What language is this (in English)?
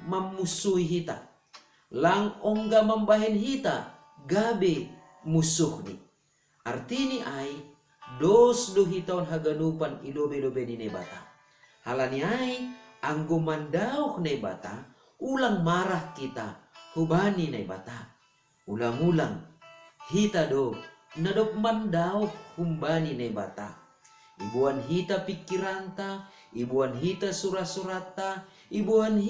Batak Simalungun